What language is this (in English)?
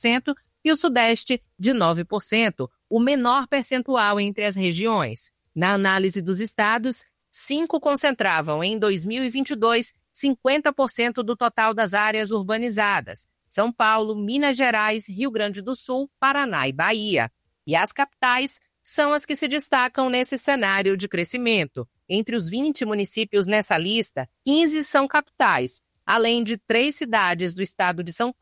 Portuguese